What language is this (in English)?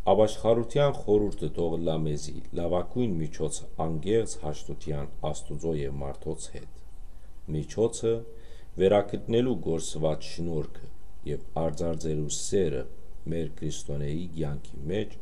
Western Armenian